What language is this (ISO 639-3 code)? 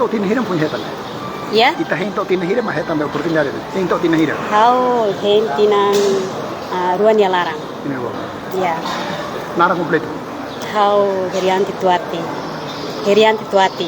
tet